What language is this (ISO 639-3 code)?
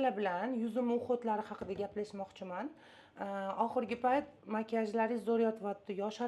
uzb